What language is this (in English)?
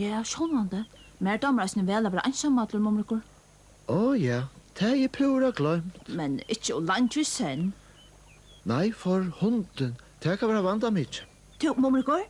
Faroese